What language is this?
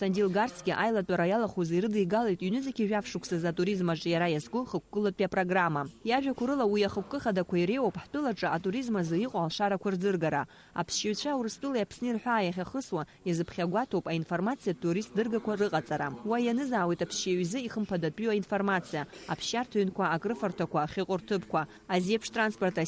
Abkhazian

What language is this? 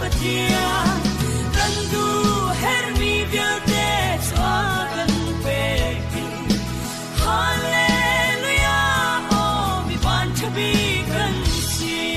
Hakha Chin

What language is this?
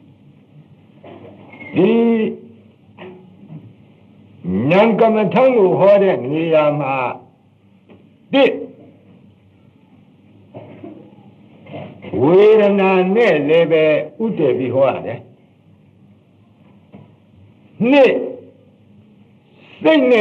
Burmese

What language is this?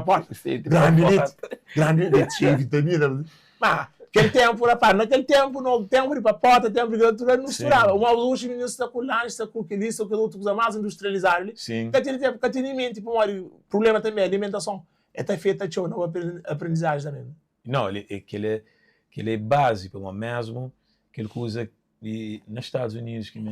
Kabuverdianu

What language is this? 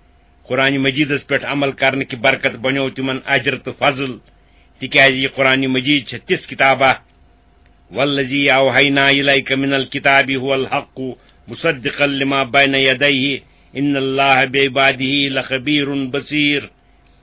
Kashmiri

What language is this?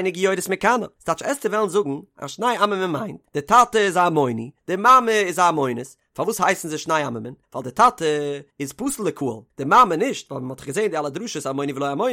Yiddish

